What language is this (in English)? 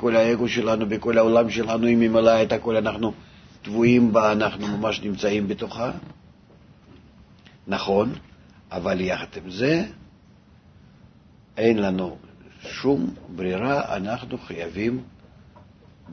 Hebrew